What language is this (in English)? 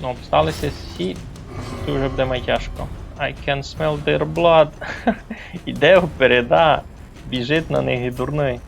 Rusyn